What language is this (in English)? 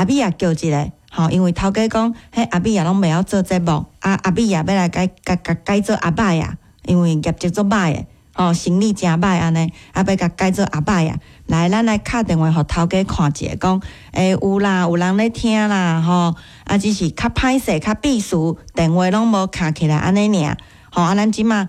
Min Nan Chinese